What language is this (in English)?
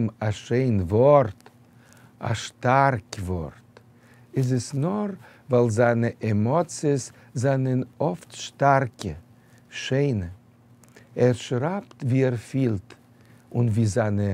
Yiddish